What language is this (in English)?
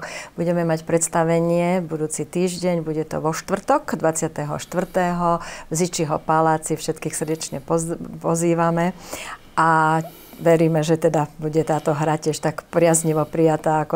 Slovak